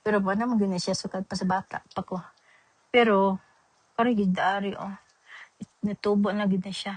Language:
Cebuano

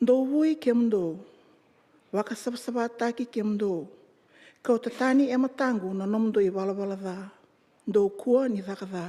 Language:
Fijian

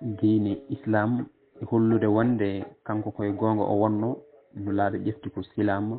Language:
Fula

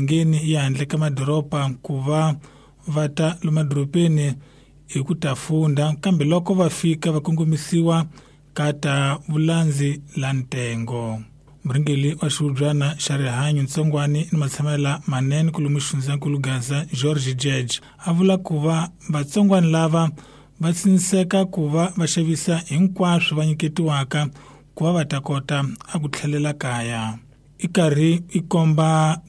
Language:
Tsonga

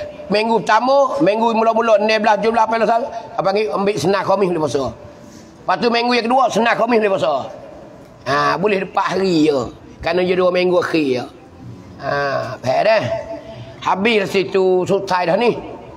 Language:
Pattani Malay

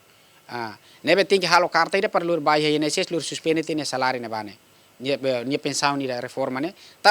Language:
Tetum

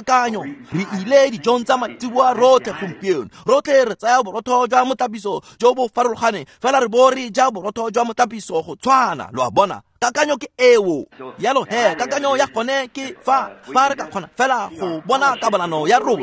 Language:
Tswana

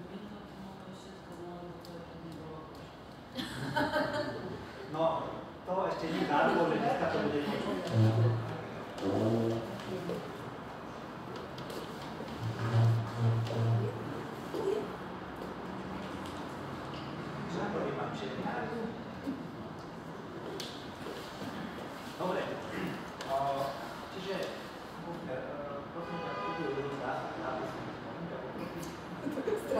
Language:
Slovak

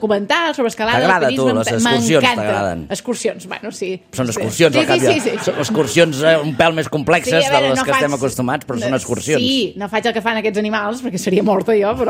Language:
Catalan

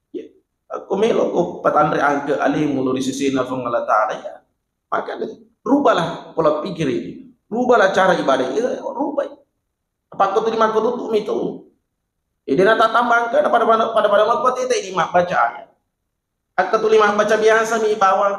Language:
Buginese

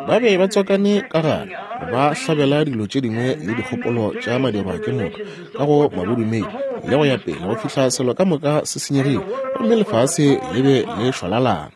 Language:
Northern Sotho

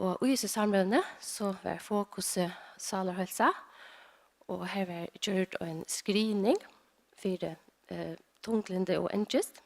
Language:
Faroese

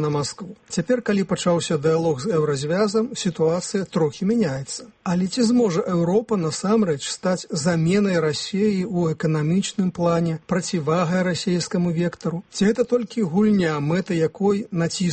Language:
Belarusian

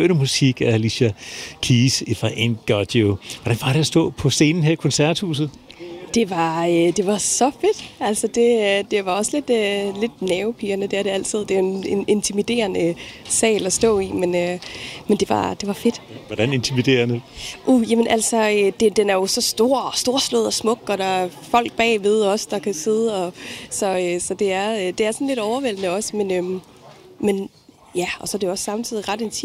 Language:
Danish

